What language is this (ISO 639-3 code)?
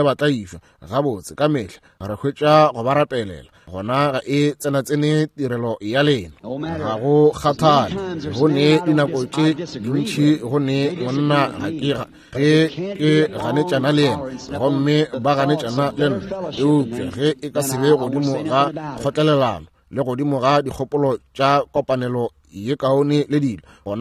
nso